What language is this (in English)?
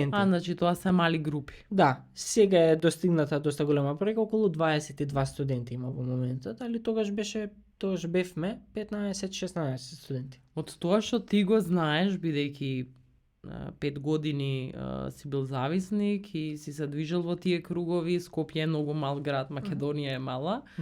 Macedonian